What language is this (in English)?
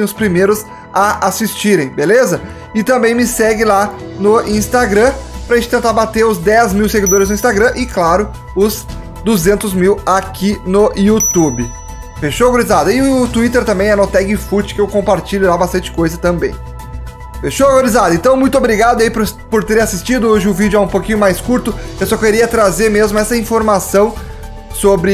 Portuguese